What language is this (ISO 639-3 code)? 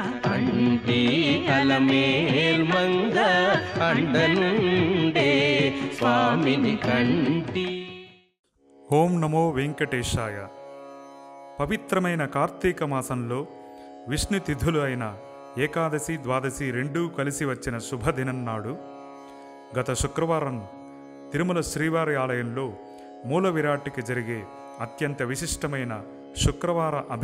tel